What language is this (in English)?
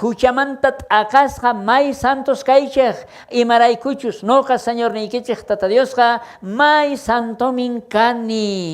South Bolivian Quechua